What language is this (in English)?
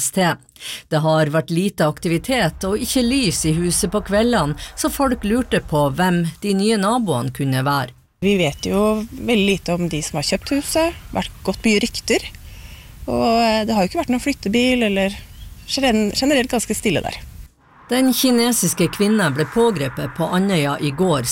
Norwegian